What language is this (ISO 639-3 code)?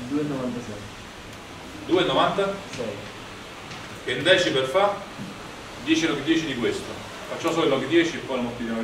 ita